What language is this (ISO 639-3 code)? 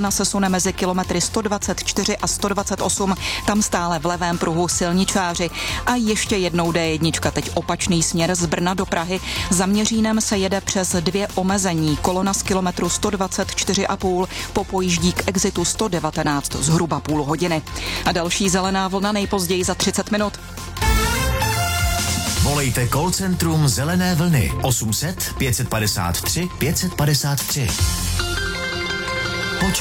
ces